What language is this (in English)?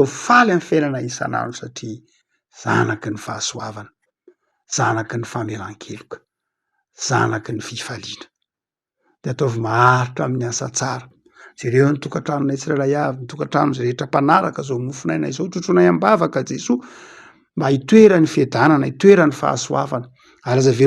Malagasy